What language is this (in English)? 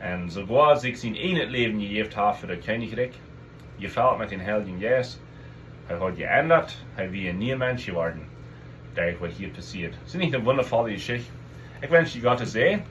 Plautdietsch